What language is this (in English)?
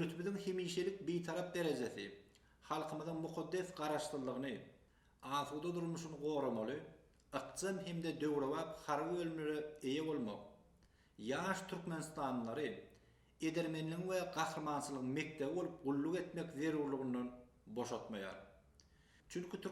Turkmen